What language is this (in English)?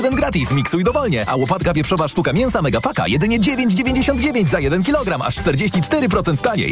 Polish